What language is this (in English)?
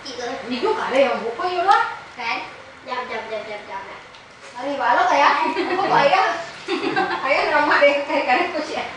Minangkabau